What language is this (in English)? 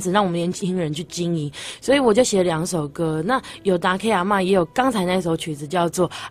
Chinese